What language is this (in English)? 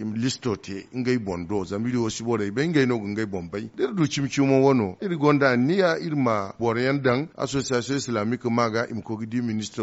Zarma